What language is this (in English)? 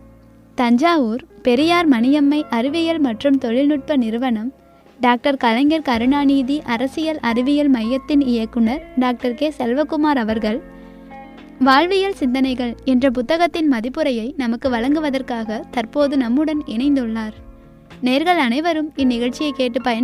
Tamil